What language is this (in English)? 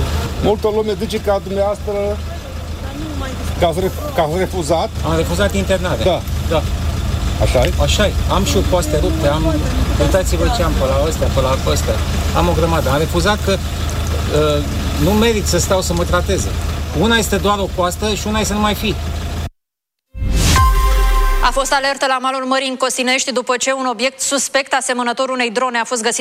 Romanian